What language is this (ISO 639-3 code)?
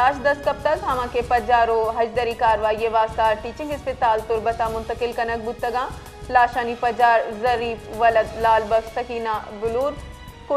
bal